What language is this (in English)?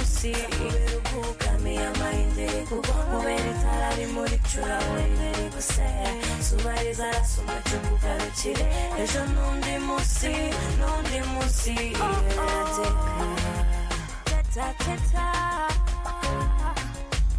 Kinyarwanda